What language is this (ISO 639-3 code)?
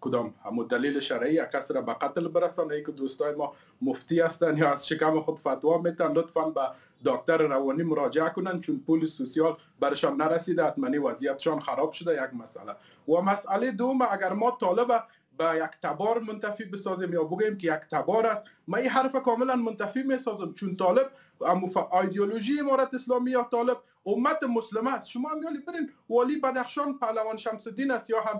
fas